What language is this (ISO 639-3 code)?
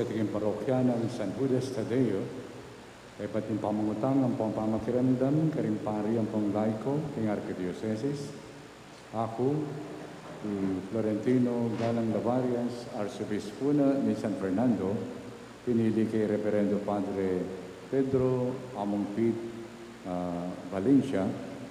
pam